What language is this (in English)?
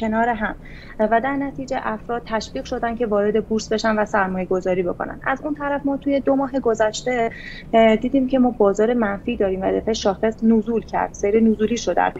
Persian